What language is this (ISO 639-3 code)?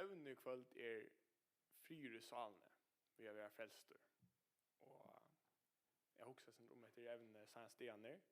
fao